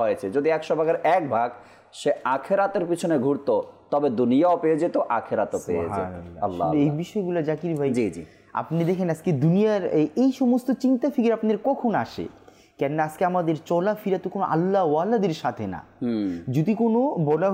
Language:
Bangla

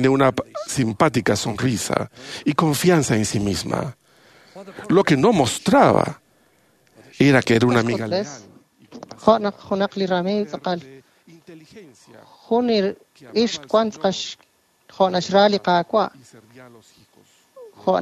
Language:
Kekchí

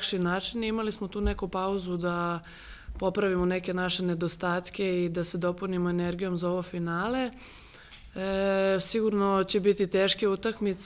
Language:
Serbian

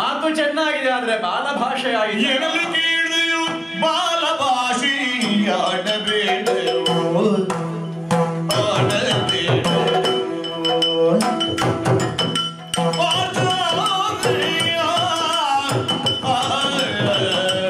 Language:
Kannada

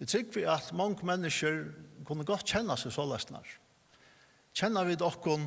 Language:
Faroese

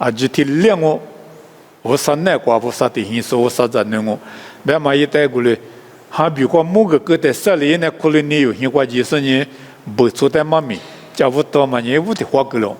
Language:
Lisu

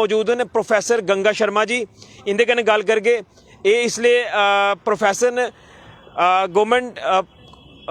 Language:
Dogri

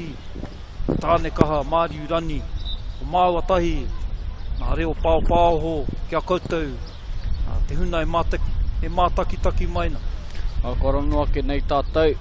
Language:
Māori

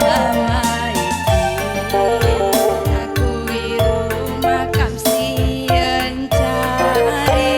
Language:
Batak Karo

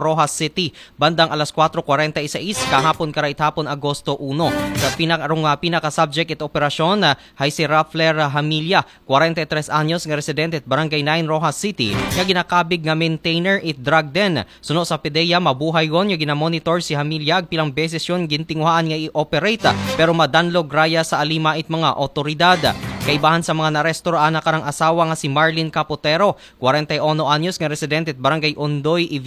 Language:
Aklanon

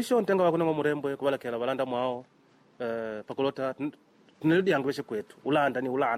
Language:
Makonde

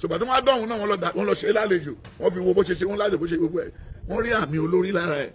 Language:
Yoruba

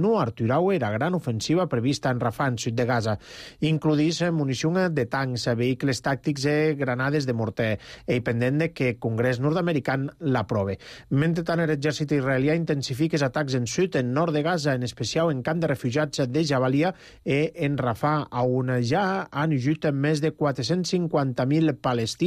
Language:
Catalan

